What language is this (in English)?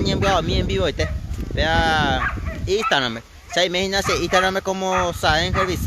Guarani